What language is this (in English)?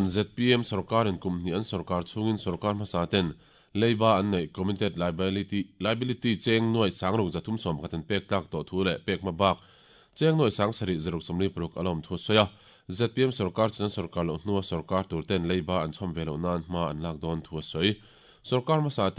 Mizo